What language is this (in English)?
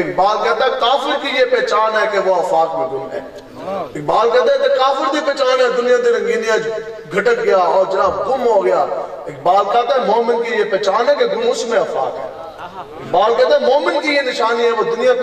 Urdu